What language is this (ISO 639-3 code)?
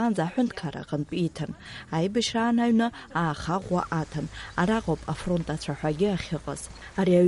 abk